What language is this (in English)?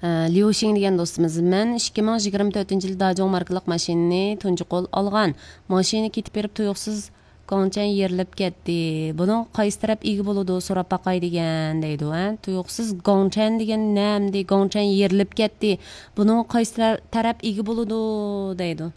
Uyghur